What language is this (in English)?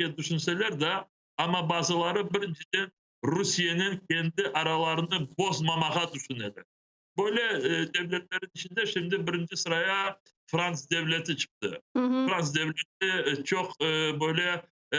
Crimean Tatar